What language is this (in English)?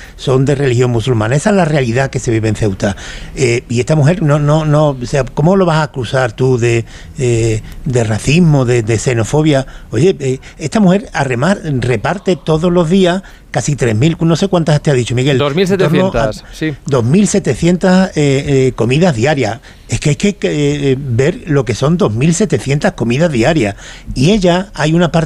Spanish